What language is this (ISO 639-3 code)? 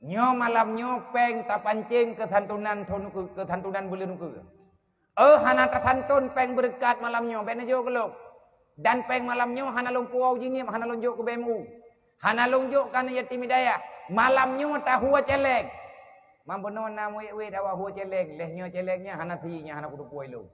ace